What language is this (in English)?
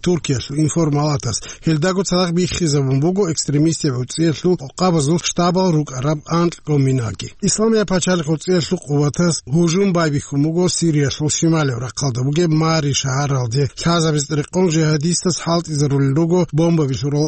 Avaric